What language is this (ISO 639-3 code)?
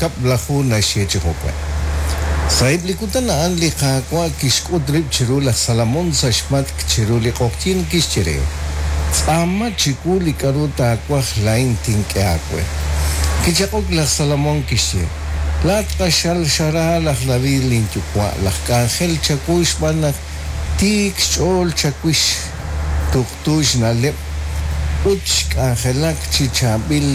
kek